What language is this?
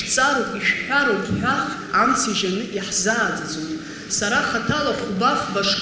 Abkhazian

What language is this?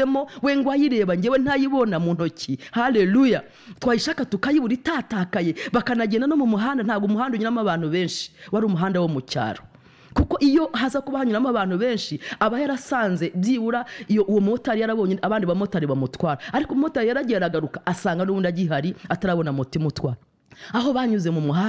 Kinyarwanda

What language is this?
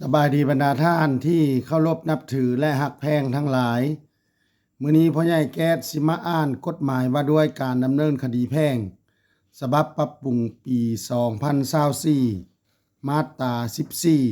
Lao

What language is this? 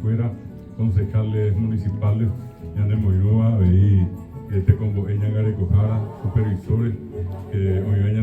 Guarani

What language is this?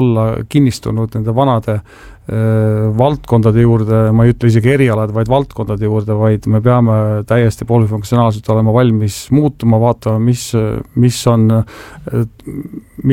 Estonian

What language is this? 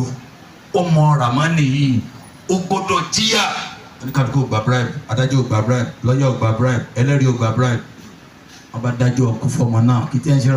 Yoruba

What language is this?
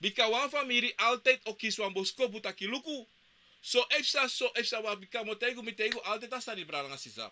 Sranan Tongo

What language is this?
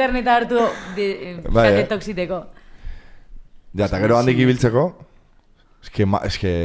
Basque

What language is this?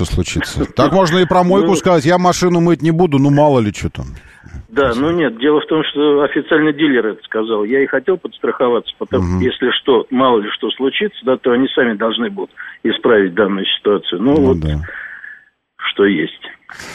Russian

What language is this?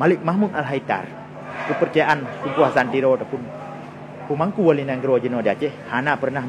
Achinese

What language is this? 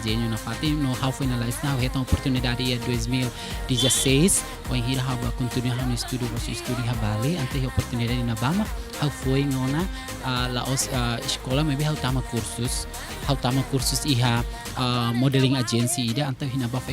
Tetum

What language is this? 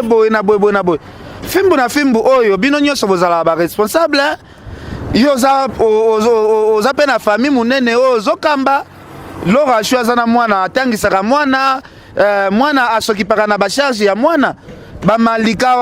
Lingala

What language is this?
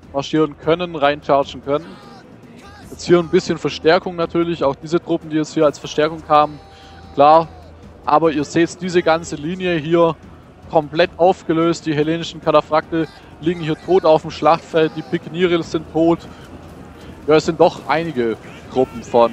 German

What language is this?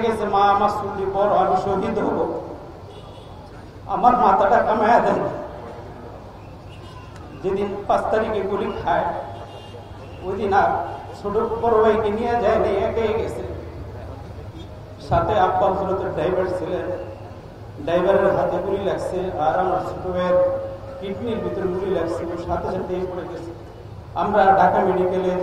Bangla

